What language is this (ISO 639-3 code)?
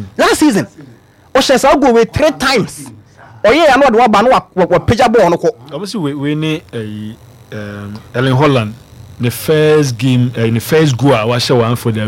aka